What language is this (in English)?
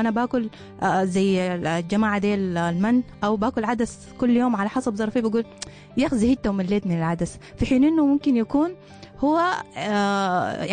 Sudanese Arabic